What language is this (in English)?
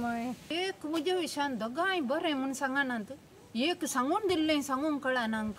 Konkani